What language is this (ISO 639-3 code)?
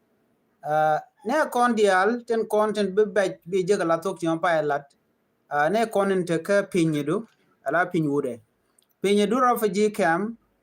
nus